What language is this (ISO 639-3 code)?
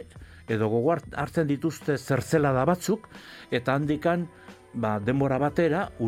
eus